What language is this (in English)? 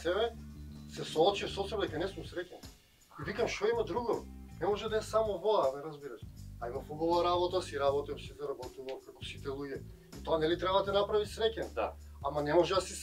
Macedonian